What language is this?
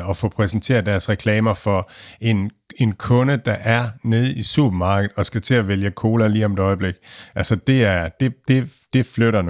Danish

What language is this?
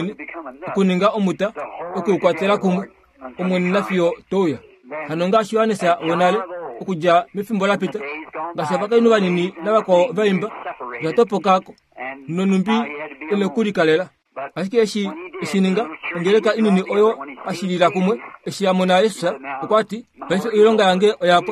Kuanyama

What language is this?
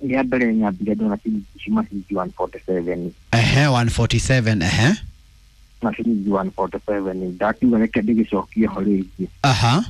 Kikuyu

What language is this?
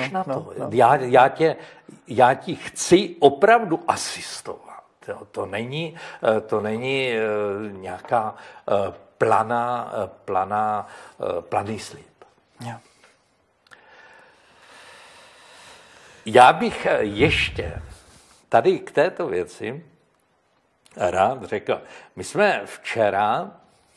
Czech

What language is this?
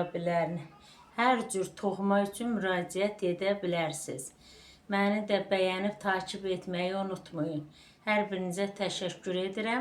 Azerbaijani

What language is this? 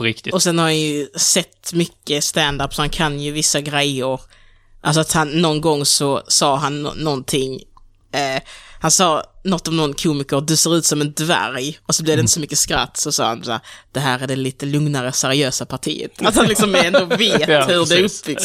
Swedish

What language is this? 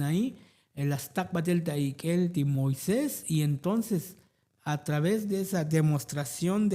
Tzotzil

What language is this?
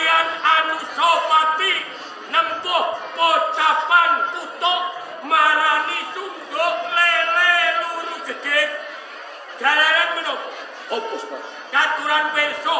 Javanese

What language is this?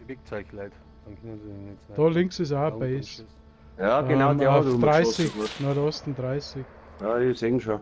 Bavarian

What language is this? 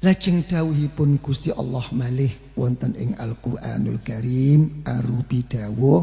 Javanese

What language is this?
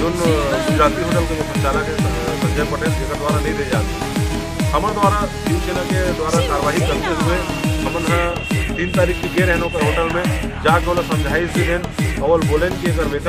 Chhattisgarhi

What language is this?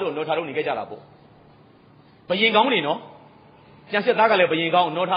Burmese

